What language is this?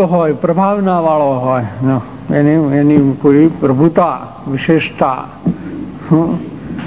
Gujarati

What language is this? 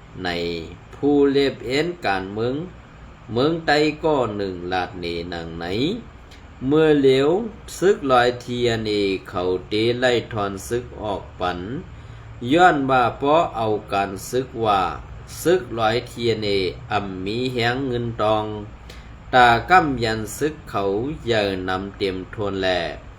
Shan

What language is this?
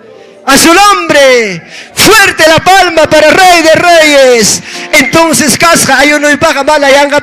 Ayacucho Quechua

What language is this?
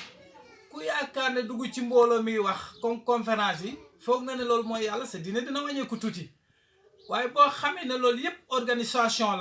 Wolof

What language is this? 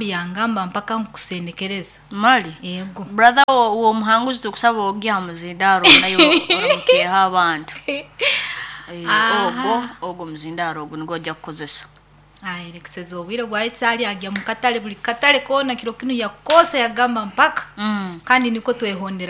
Nyoro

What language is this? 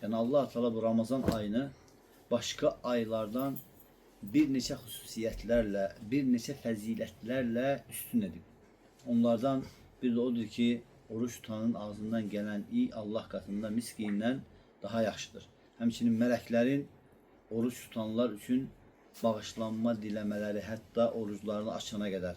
Azerbaijani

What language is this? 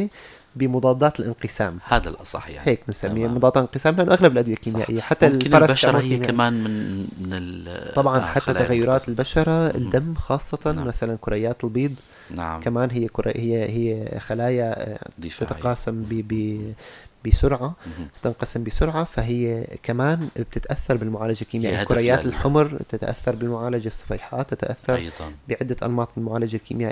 North Levantine Arabic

